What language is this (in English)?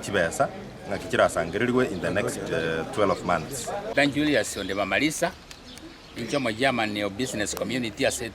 Gusii